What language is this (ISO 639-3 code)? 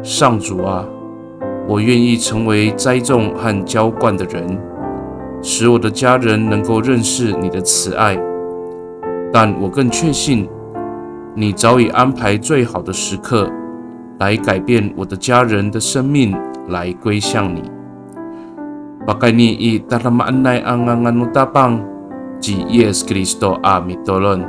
ami